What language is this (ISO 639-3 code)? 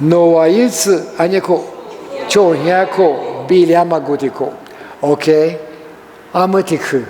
lis